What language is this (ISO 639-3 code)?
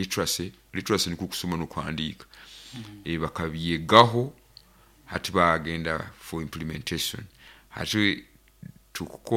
nyo